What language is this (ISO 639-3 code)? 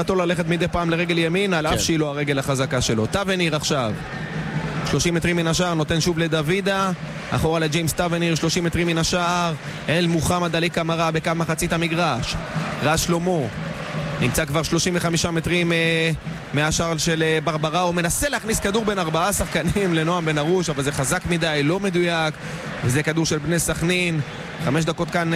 heb